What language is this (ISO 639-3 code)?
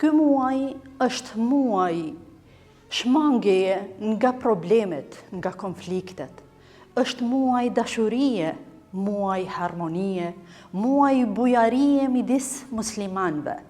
sqi